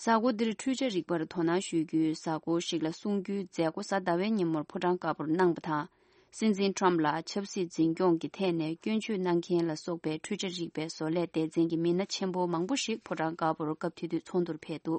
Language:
Tibetan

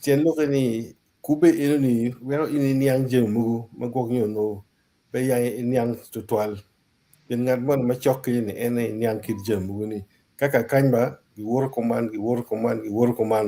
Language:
Acoli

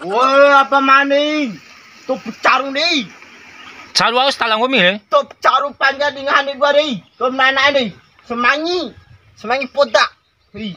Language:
Bima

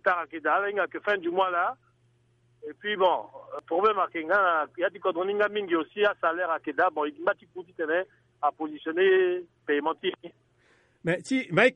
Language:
Sango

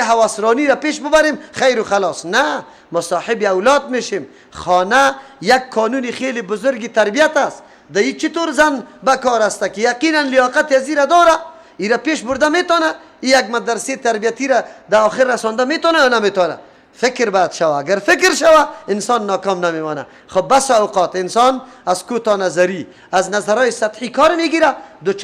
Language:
Persian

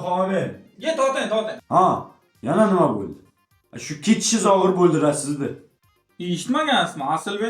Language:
Uzbek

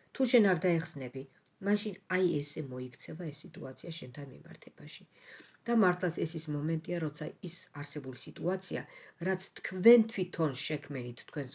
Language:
Georgian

